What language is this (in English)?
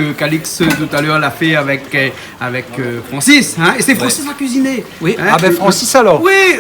Réunion Creole French